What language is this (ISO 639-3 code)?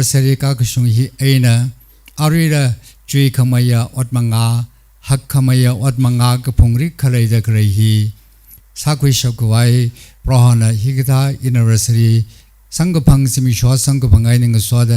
nmf